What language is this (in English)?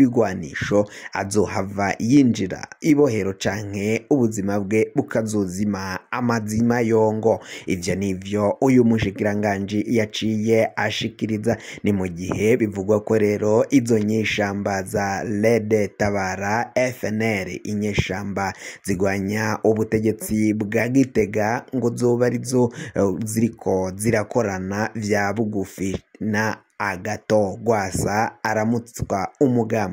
Rundi